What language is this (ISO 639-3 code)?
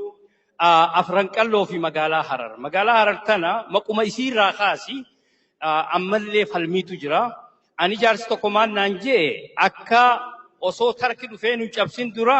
orm